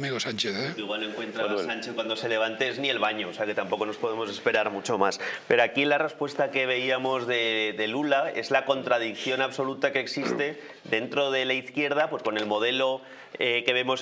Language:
Spanish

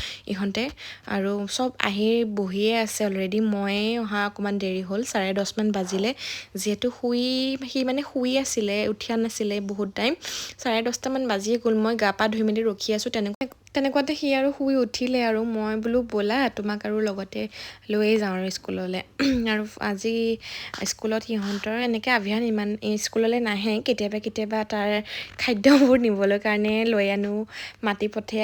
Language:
Assamese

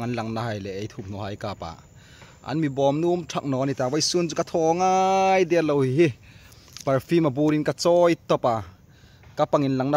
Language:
Hmar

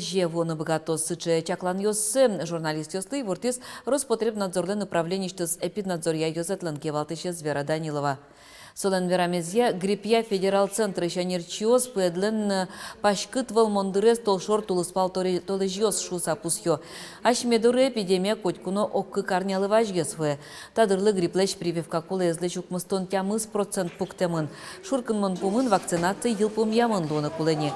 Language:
Udmurt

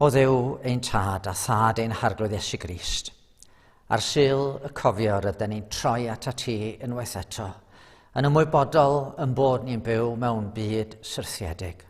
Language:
Welsh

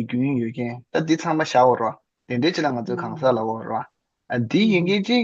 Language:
Tibetan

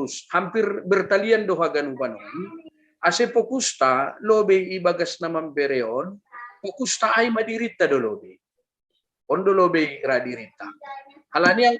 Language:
Batak Simalungun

